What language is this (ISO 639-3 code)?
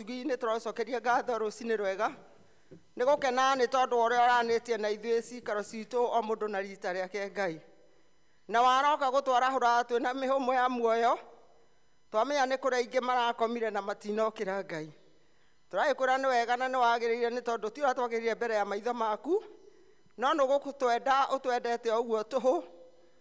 kik